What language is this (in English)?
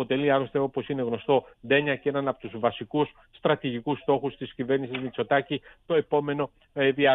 Greek